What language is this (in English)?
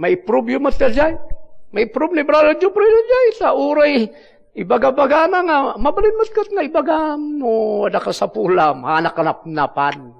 Iloko